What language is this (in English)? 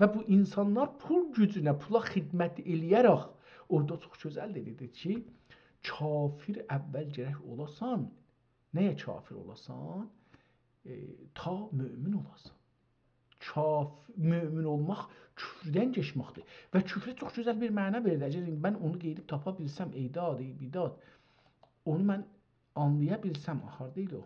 South Azerbaijani